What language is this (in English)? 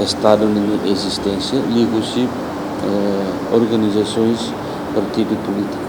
Tetum